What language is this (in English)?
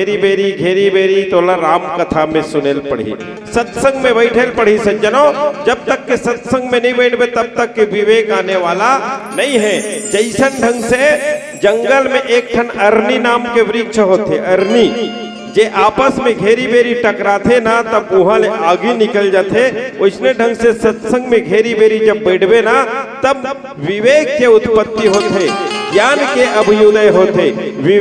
Chhattisgarhi